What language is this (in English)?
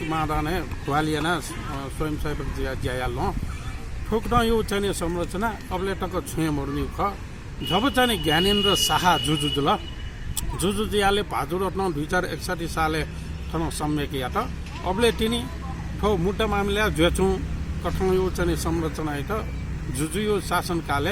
Newari